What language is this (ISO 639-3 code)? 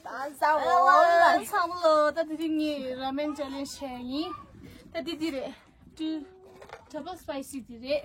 bod